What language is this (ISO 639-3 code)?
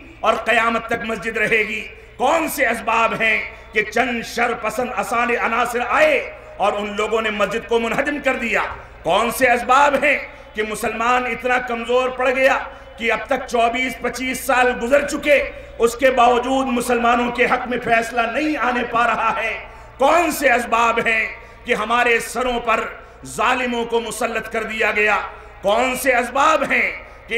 urd